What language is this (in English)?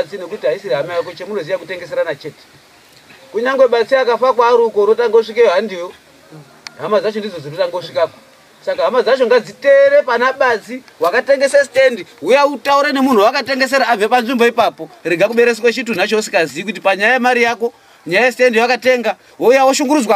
Shona